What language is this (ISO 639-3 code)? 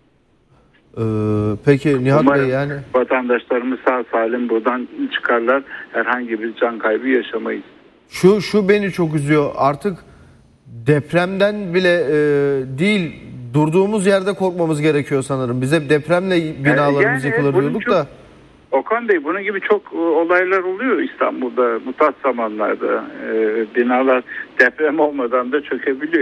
tur